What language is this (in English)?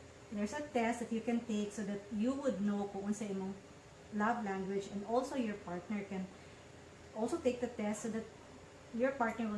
Cebuano